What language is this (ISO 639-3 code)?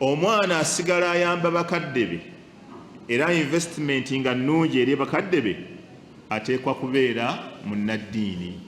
lug